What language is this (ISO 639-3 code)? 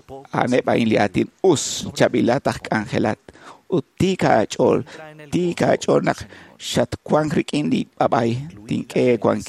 kek